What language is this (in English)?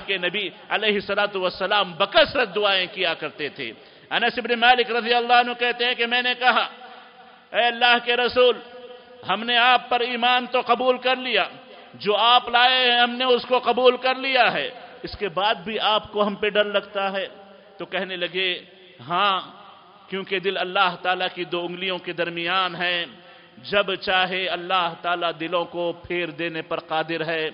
Urdu